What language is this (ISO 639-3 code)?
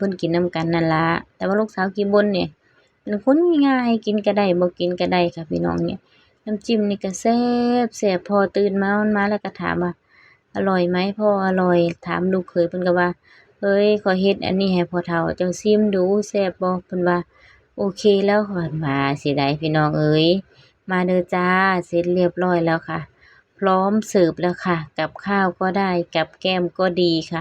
lao